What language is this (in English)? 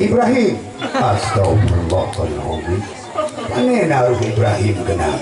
Achinese